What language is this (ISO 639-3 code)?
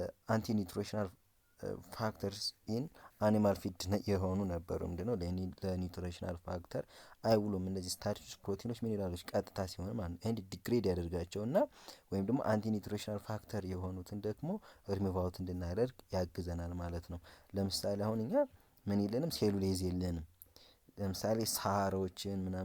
amh